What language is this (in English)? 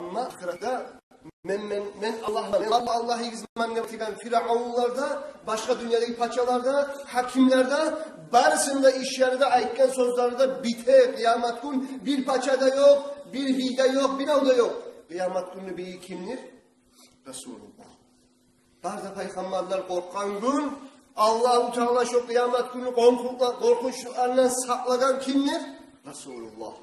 Kumyk